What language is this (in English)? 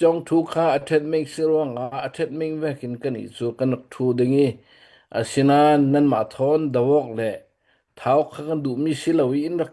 Hakha Chin